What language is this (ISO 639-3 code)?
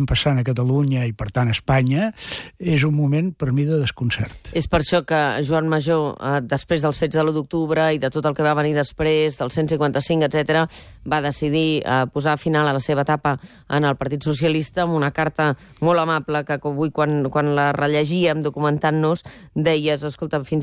cat